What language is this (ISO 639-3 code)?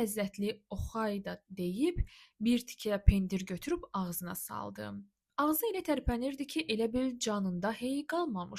aze